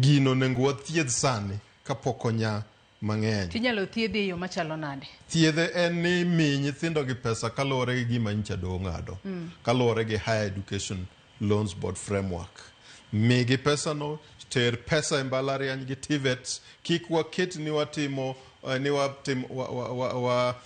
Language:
Luo (Kenya and Tanzania)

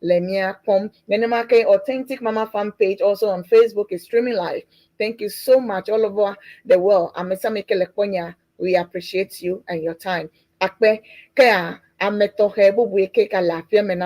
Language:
Ewe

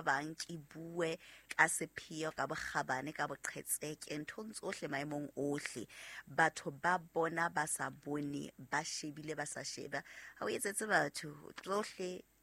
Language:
Southern Sotho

